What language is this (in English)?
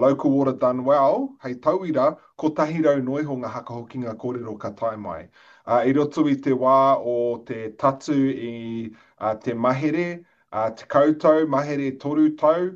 Māori